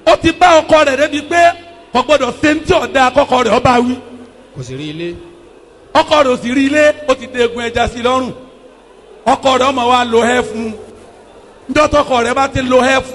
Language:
Yoruba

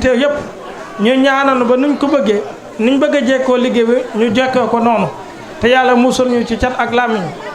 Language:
Wolof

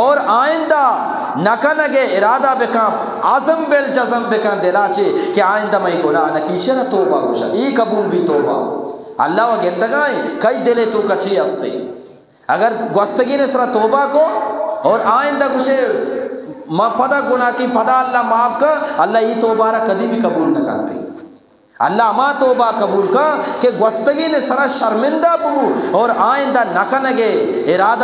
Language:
Eastern Balochi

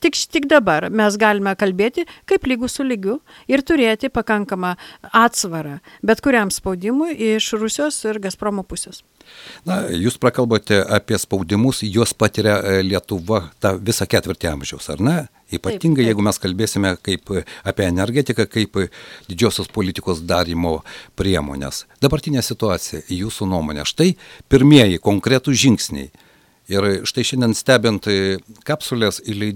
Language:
Lithuanian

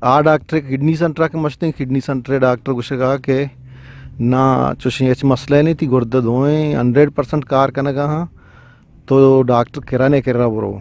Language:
Eastern Balochi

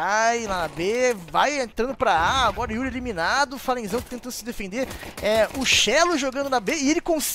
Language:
Portuguese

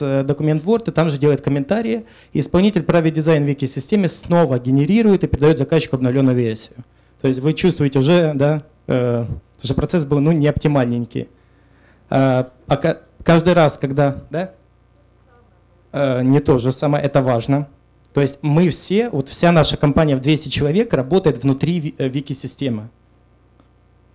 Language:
Russian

